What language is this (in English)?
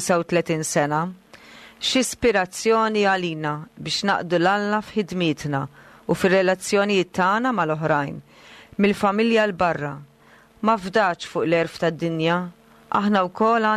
Maltese